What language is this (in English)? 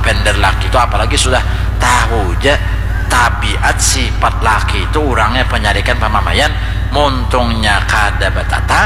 Banjar